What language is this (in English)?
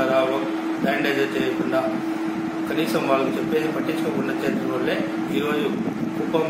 Telugu